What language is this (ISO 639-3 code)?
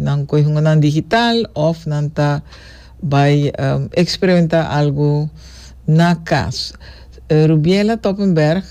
pap